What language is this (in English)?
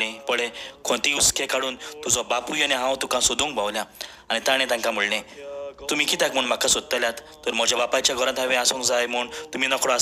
Konkani